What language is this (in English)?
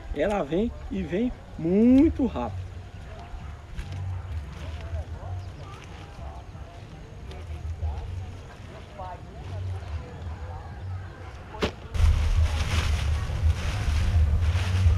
Portuguese